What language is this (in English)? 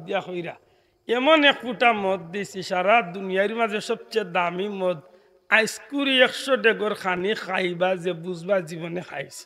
Sylheti